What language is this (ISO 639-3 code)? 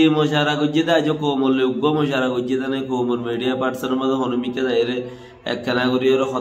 rhg